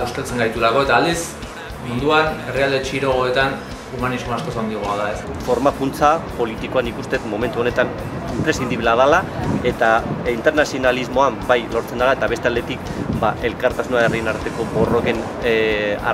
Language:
Basque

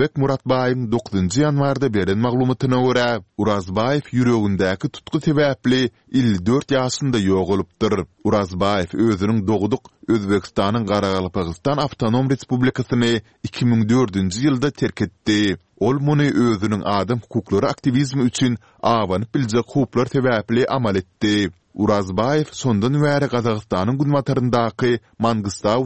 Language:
Turkmen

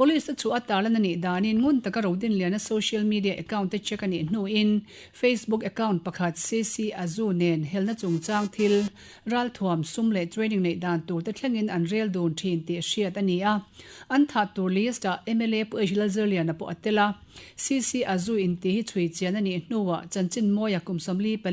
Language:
Mizo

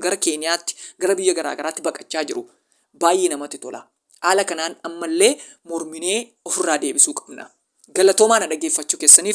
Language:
Oromo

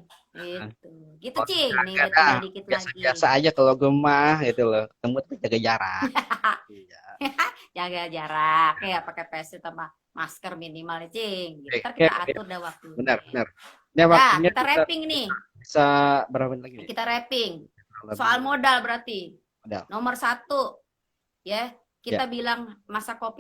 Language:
Betawi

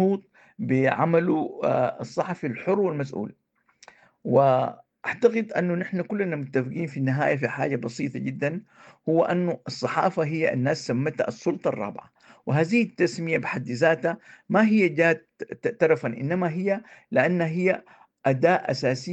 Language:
Sudanese Arabic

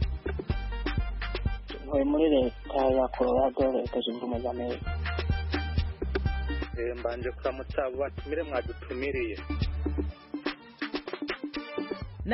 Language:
Kinyarwanda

